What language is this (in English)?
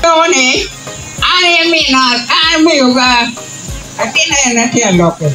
Acoli